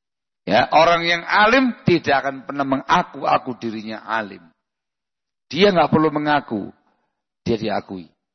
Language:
Indonesian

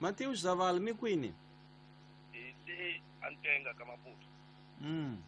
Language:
Tsonga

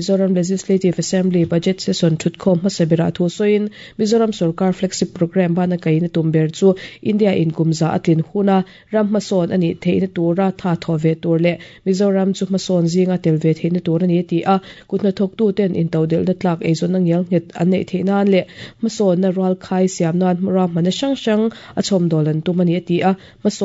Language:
Mizo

